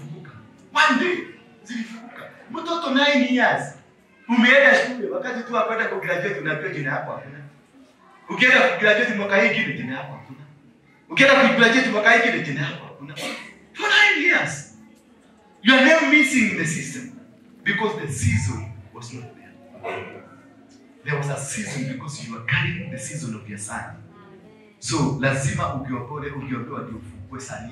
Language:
Swahili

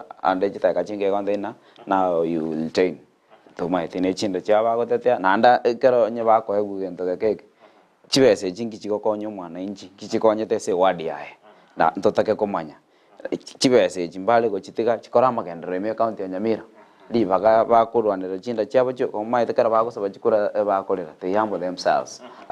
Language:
Gusii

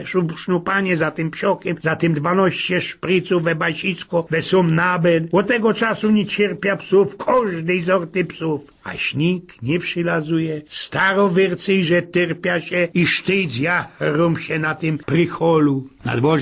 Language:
Silesian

